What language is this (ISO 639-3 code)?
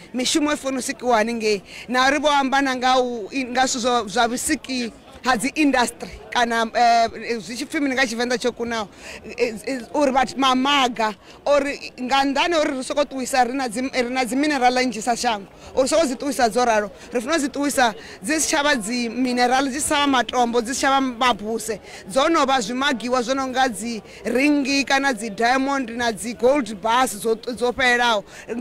ven